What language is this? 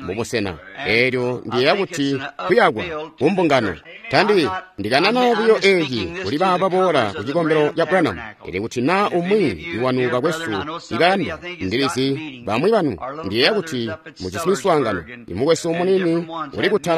Tonga (Zambia)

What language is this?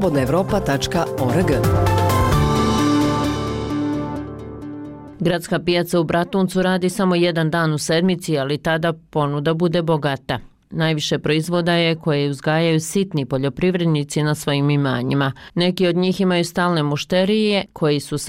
Bosnian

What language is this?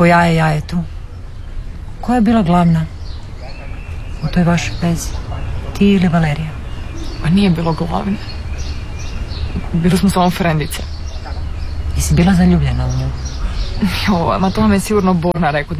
Croatian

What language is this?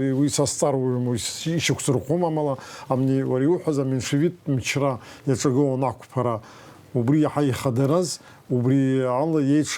Abkhazian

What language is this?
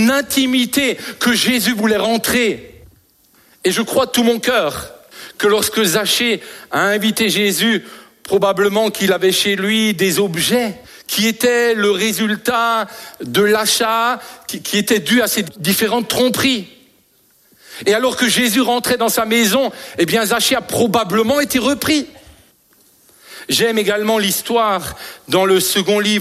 French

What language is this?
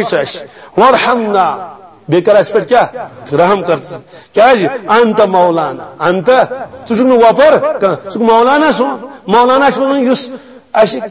Kashmiri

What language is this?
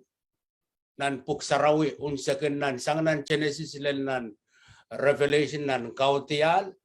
Pohnpeian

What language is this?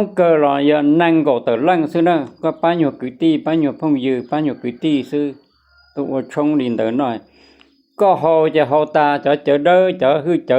Hmong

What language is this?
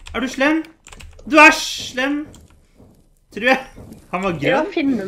Norwegian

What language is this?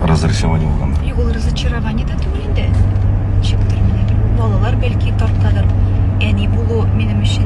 Tatar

